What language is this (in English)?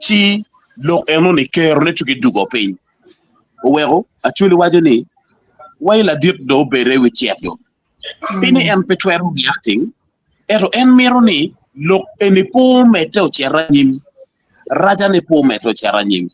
Acoli